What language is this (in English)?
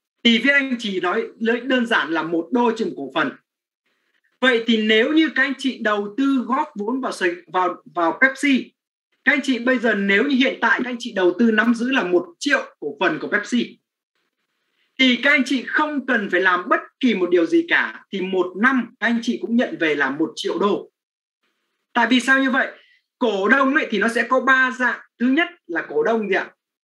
Vietnamese